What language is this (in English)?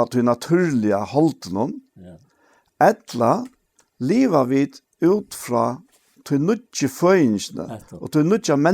Faroese